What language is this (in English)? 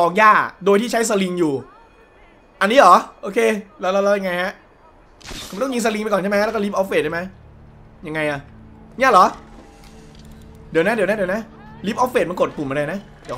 Thai